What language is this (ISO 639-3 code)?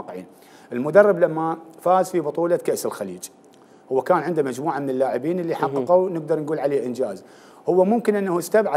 acm